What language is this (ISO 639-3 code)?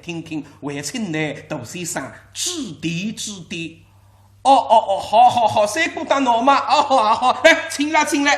wuu